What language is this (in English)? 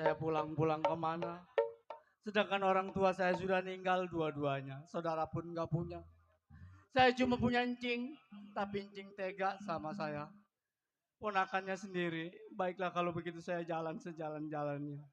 Betawi